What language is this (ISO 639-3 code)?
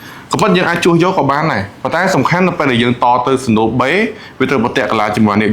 khm